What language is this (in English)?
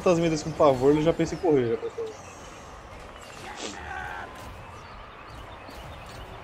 Portuguese